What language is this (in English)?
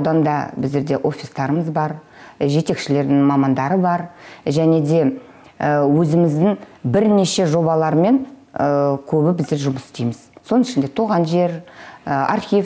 Kazakh